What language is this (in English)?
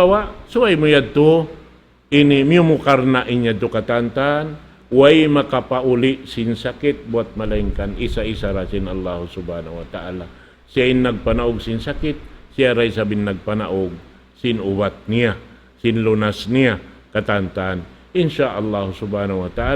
Tausug